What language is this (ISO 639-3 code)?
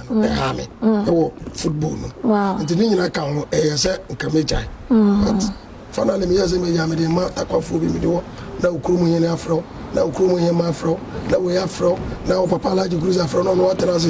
aka